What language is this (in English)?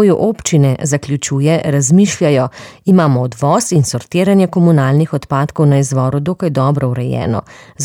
Slovenian